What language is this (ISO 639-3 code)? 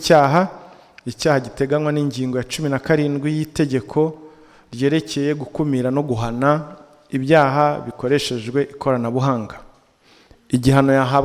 kin